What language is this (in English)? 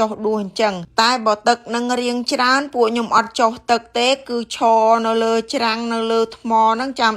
Khmer